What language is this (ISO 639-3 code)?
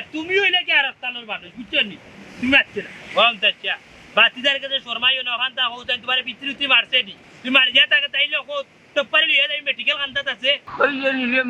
syl